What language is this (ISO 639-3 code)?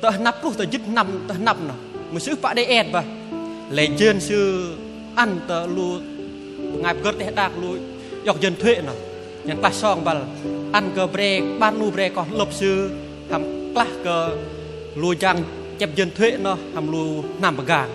bdq